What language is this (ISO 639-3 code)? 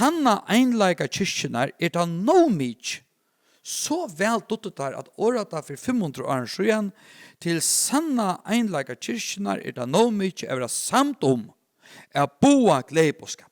fao